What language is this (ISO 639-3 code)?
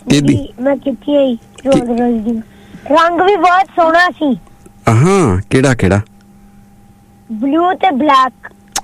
pan